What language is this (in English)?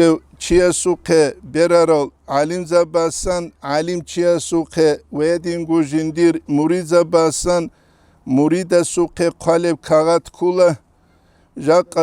Avaric